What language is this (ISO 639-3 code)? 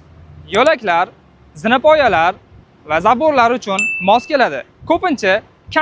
uzb